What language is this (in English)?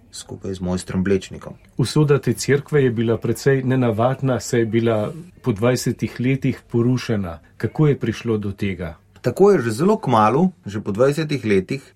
Slovenian